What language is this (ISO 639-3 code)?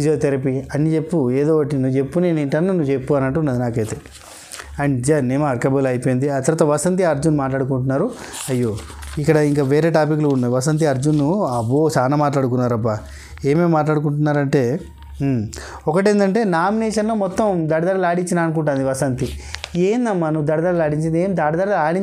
tel